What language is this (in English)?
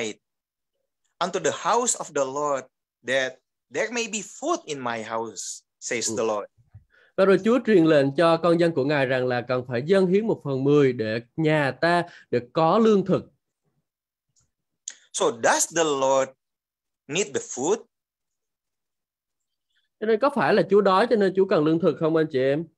Vietnamese